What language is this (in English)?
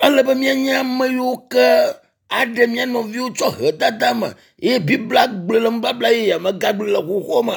Ewe